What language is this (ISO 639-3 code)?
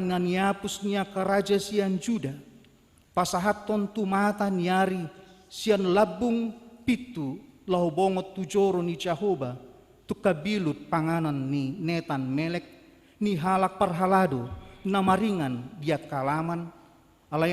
bbc